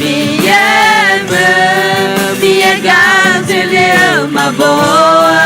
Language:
Akha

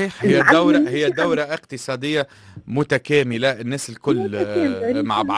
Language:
Tunisian Arabic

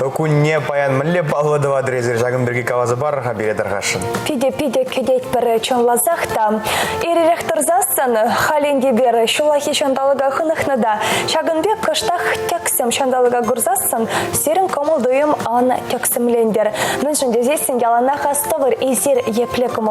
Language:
Chuvash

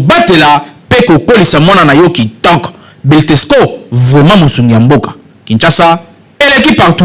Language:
Lingala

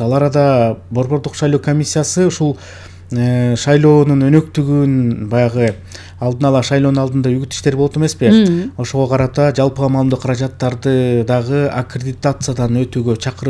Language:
Kyrgyz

